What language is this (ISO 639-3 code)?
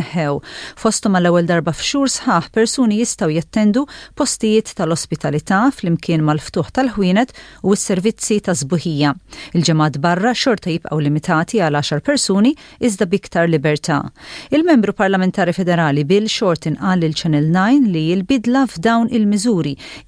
mlt